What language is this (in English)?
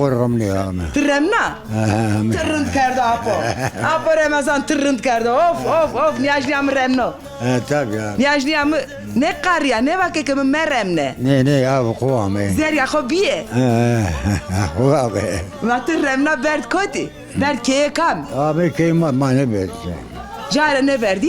Zaza